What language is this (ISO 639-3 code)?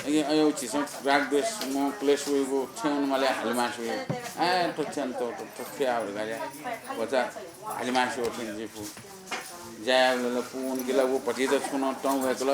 new